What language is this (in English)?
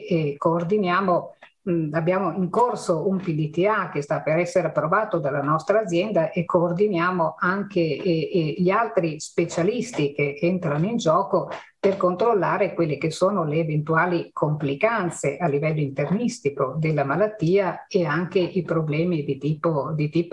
Italian